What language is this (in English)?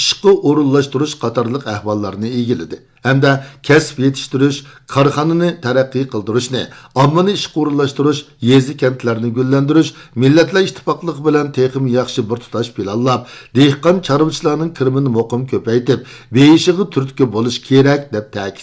Uyghur